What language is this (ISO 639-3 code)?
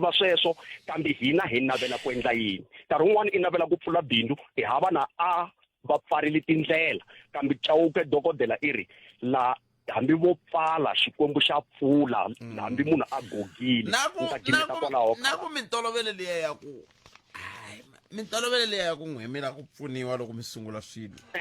tso